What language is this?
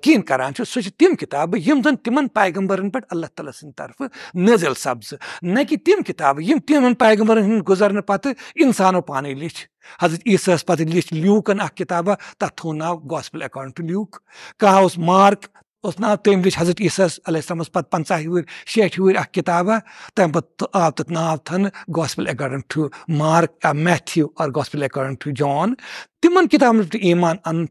Kashmiri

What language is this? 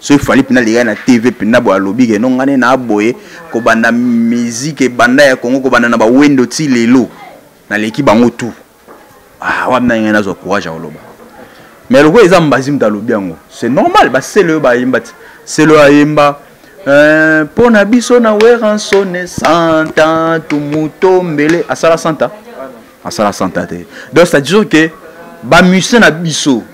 Lingala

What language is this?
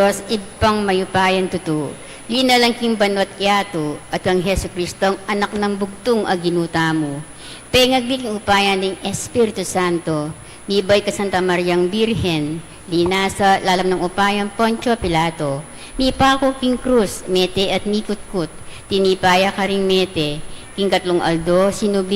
Pampanga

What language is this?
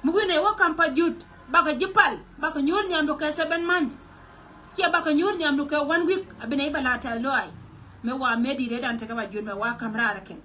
Nuer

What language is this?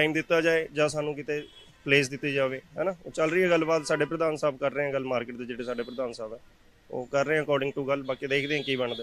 Punjabi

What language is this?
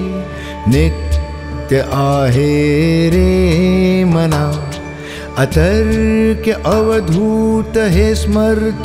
Marathi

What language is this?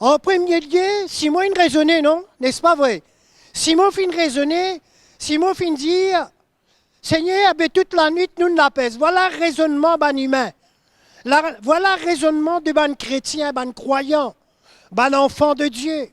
Morisyen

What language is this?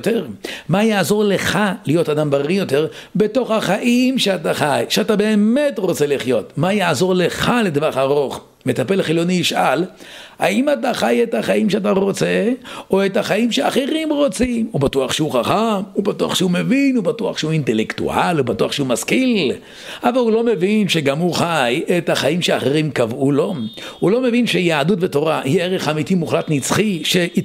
Hebrew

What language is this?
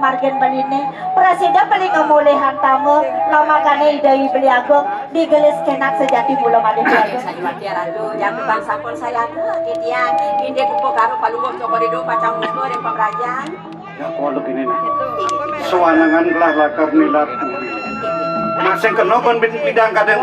Balinese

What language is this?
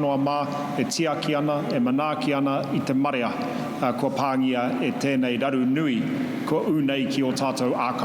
Māori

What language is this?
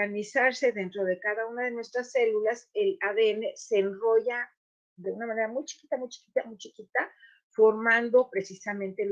Ladino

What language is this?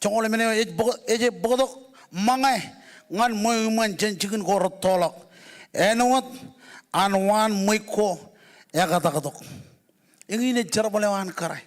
Marshallese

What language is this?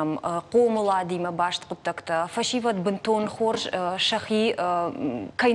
Ossetic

